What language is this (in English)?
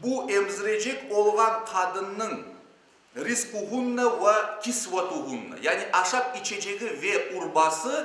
Crimean Tatar